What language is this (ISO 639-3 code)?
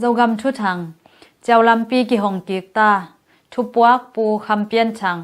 ctd